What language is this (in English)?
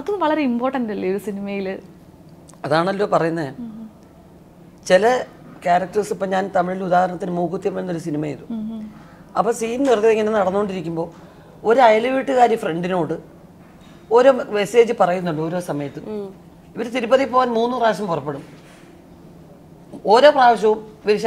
Malayalam